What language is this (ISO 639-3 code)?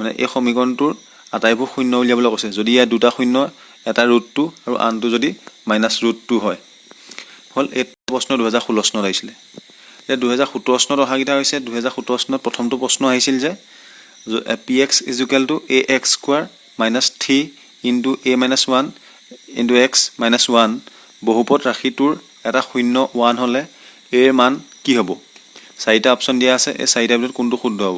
asm